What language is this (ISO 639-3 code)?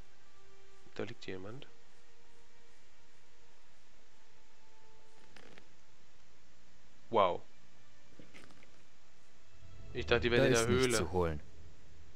deu